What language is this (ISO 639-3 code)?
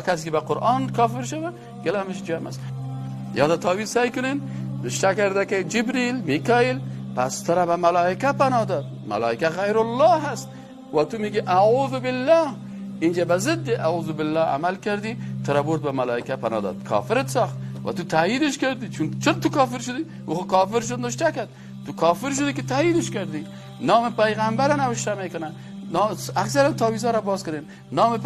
fas